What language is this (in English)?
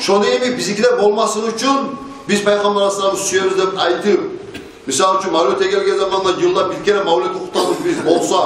Kumyk